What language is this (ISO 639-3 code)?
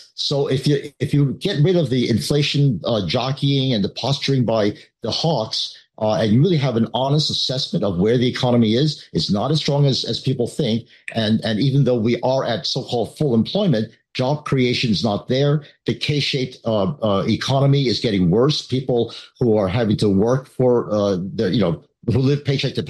eng